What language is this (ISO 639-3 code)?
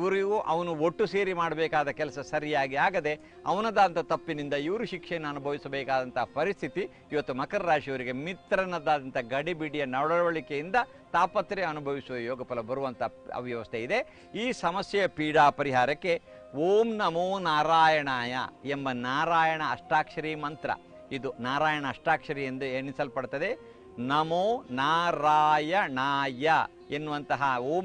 kan